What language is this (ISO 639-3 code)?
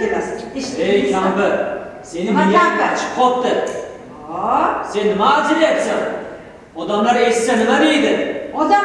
uzb